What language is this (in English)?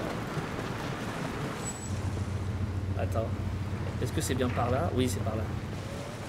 French